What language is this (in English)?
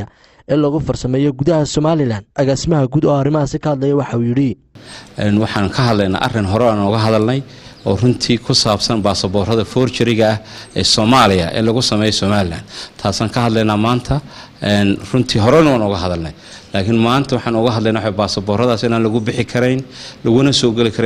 Somali